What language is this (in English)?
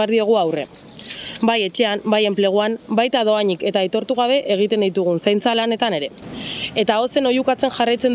Basque